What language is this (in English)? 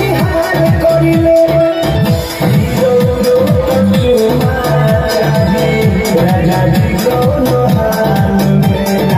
Bhojpuri